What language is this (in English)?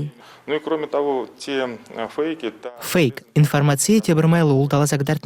Chuvash